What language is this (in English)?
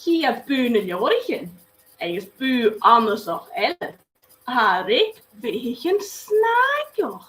Scottish Gaelic